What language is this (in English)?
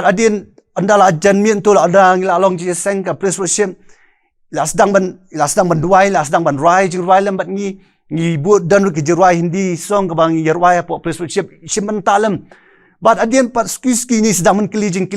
Khasi